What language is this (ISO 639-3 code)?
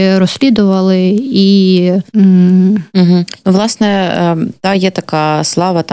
ukr